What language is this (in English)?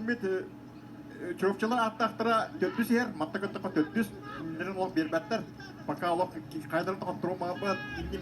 Yakut